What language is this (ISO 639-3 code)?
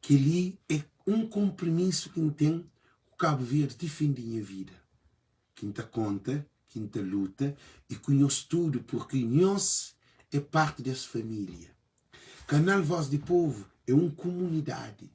kea